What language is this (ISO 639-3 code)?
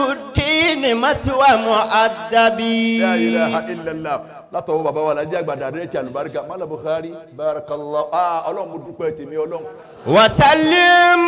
yor